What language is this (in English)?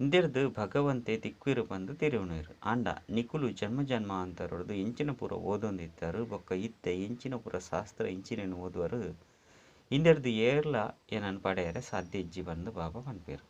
Tulu